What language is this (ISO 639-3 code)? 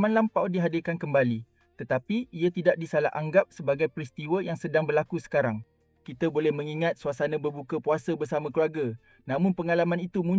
msa